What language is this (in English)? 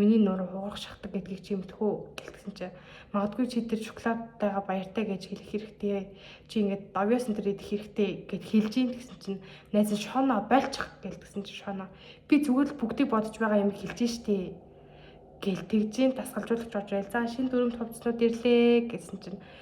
Mongolian